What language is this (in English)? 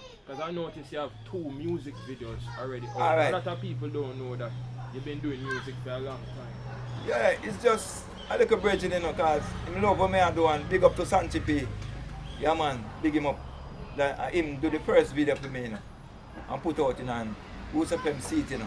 Jamaican Creole English